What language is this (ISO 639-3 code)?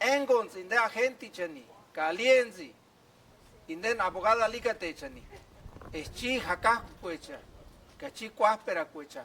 tsz